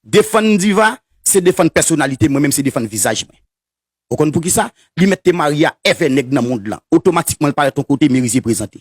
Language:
Haitian Creole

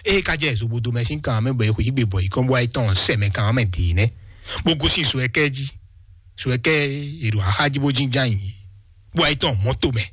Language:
Fon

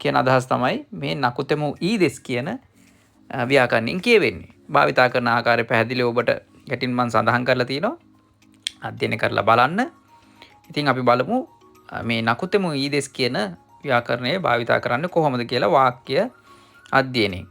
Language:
Sinhala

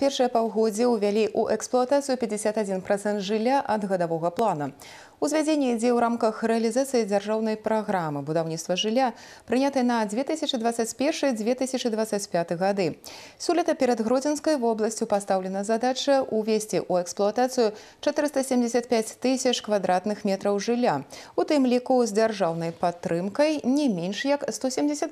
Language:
Belarusian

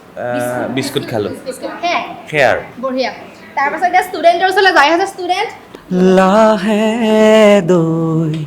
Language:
Assamese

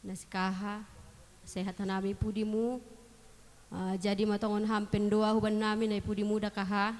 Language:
Batak Simalungun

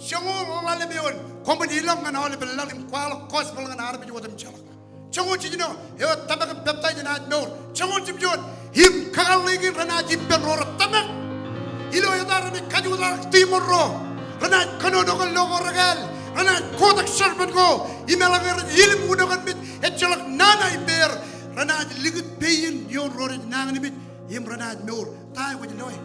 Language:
Marshallese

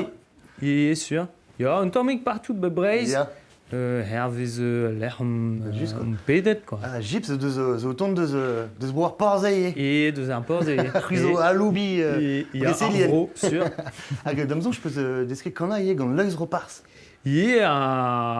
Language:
Breton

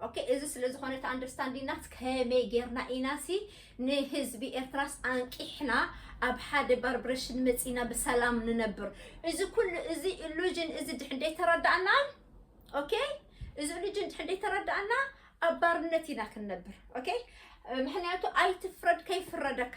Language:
Tigrinya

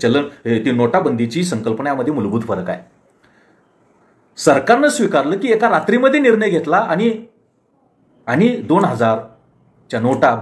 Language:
Marathi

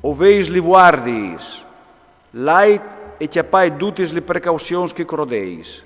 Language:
Friulian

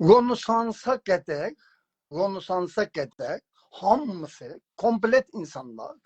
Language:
South Azerbaijani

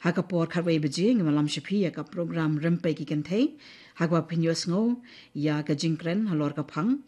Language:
Khasi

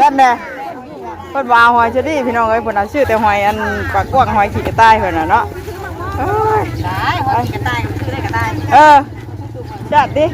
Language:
Northeastern Thai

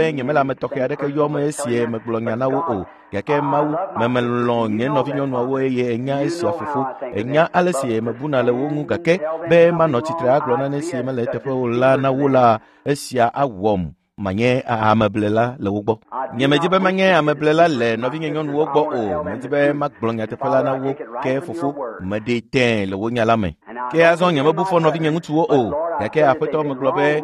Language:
Ewe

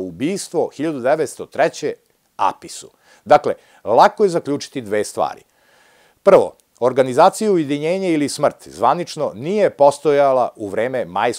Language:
Serbian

